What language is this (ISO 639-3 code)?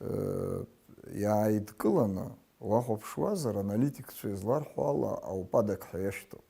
abk